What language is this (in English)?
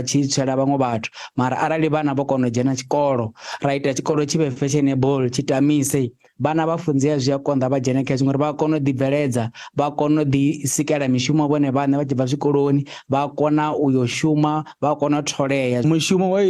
Venda